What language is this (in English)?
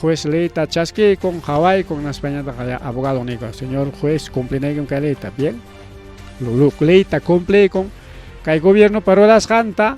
Ayacucho Quechua